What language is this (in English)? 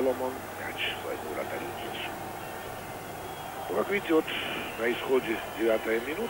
Russian